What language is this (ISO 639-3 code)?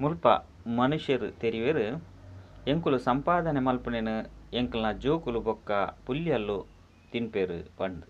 tcy